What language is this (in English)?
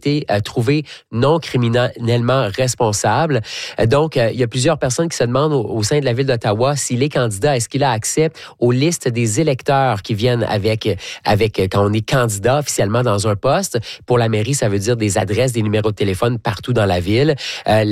French